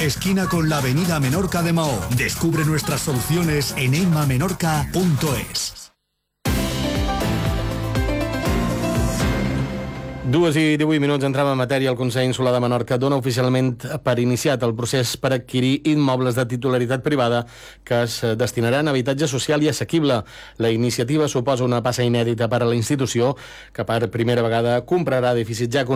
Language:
Catalan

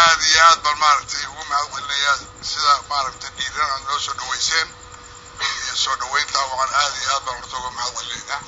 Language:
Somali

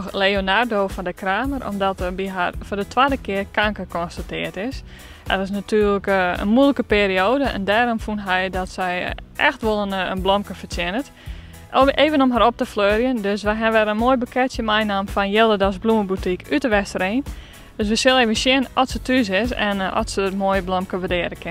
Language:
Western Frisian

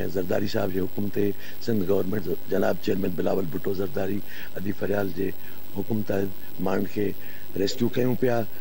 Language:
Sindhi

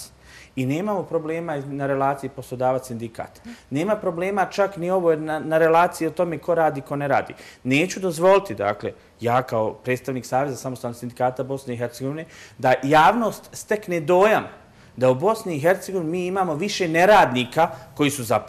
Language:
Bosnian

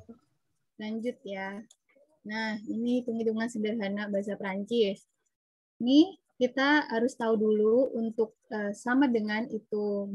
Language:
Indonesian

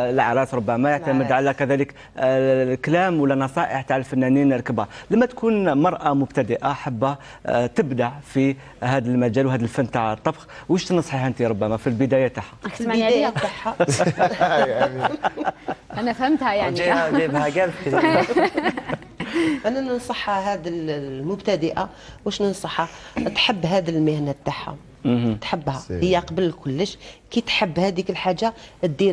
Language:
Algerian Arabic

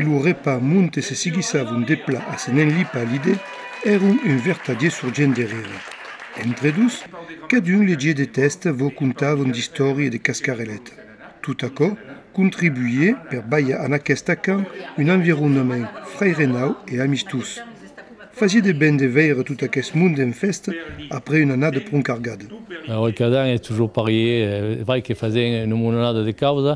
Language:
Occitan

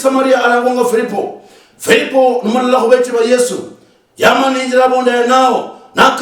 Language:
Luyia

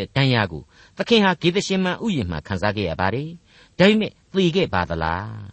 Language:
Burmese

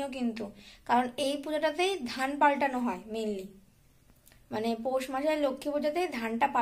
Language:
Bangla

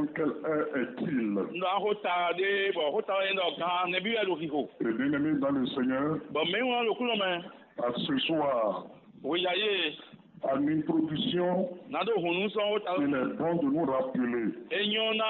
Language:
Fon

